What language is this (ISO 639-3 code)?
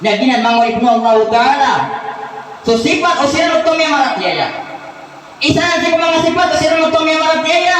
mrw